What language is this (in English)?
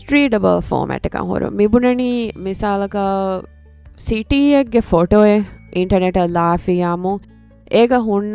Divehi